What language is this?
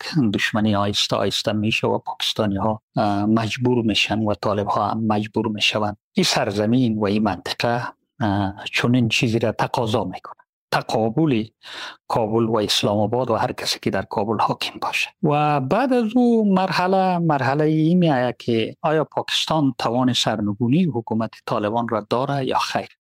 Persian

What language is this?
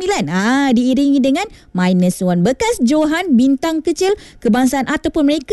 Malay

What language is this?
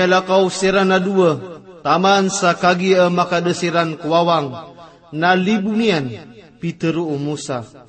Maranao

